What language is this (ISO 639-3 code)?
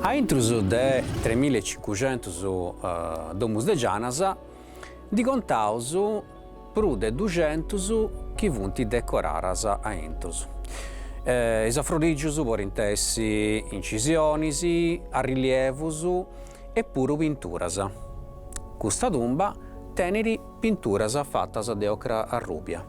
srd